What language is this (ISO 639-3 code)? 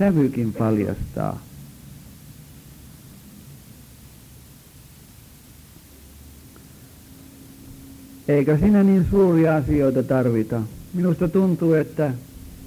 fin